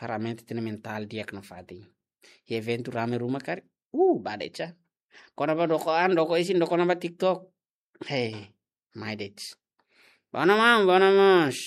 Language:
Tetum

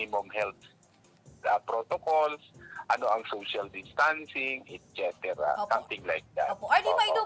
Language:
Bikol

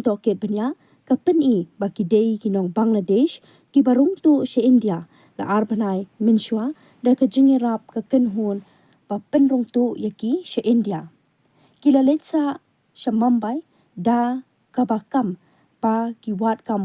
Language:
Khasi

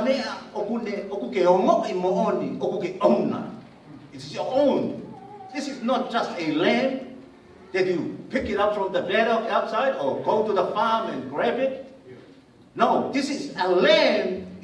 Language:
Tongan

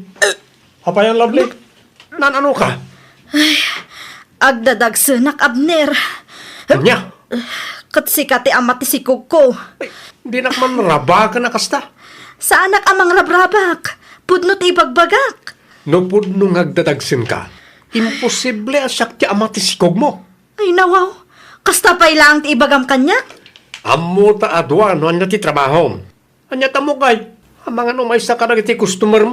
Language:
Iloko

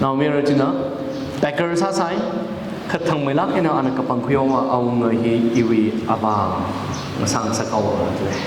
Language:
Tangkhul Naga (India)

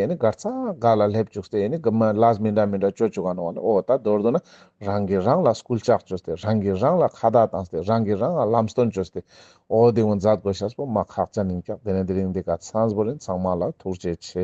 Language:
Ladakhi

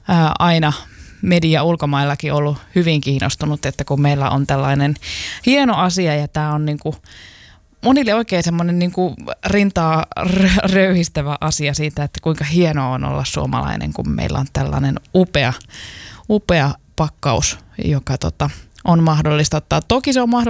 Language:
Finnish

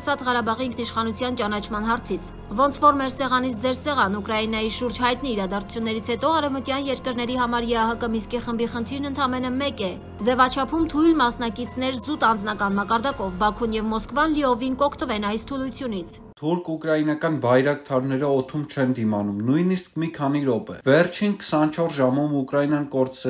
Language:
Armenian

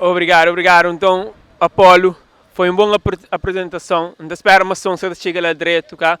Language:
Kabuverdianu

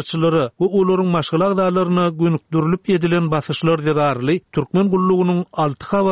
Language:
Turkmen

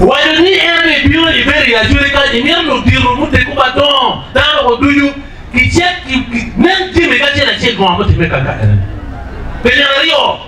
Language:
Acoli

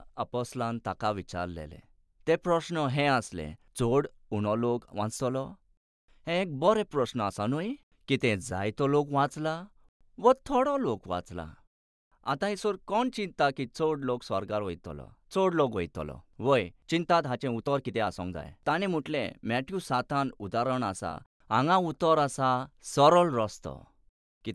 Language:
Konkani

